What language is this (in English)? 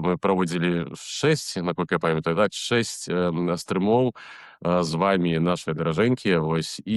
Belarusian